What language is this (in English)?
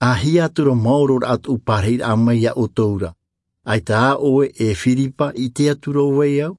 Tahitian